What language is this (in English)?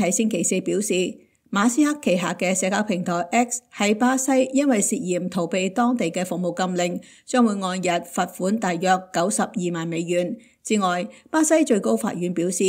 Cantonese